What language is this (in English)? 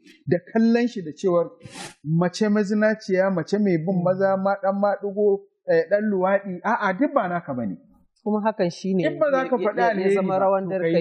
Hausa